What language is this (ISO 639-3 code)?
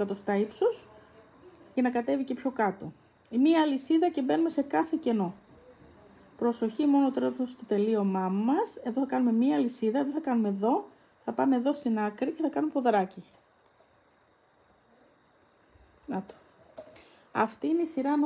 ell